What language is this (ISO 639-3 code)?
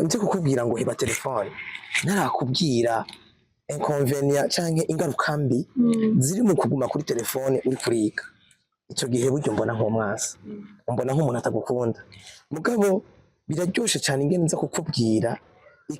run